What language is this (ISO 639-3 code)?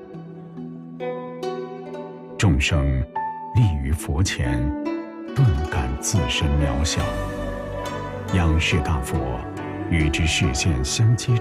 zho